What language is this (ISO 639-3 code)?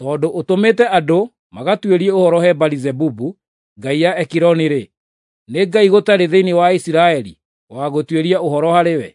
kik